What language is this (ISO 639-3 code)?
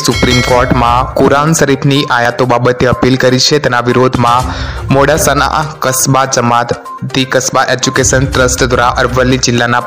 guj